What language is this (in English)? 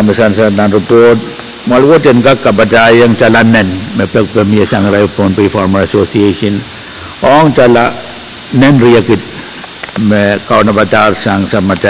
Pohnpeian